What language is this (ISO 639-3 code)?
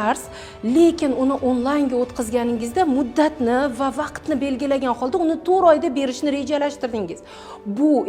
uzb